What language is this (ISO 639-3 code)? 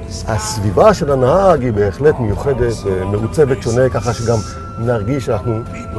heb